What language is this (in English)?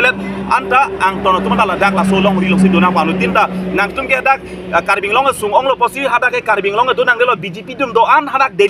Karbi